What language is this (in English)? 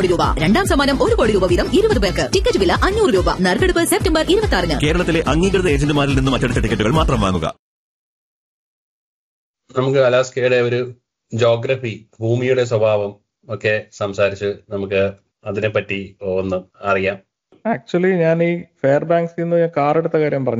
Malayalam